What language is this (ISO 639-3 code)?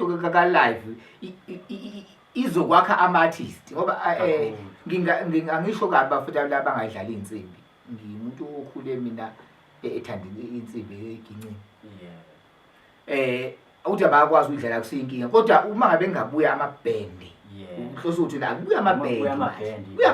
zul